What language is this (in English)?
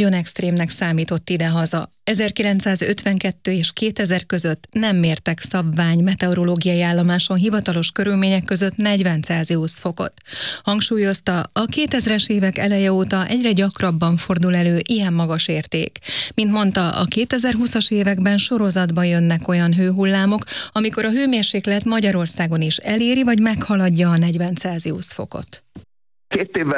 Hungarian